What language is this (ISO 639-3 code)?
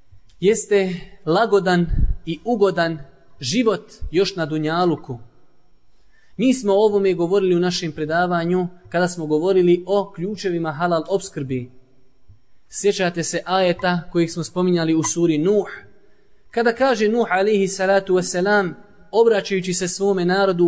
bos